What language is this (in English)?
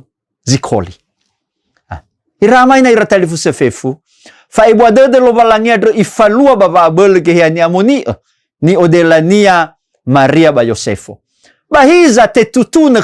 Nias